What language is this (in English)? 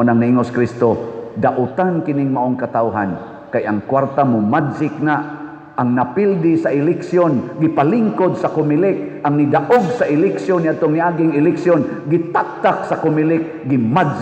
Cebuano